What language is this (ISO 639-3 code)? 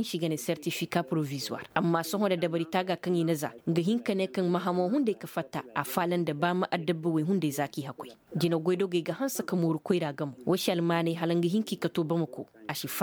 ses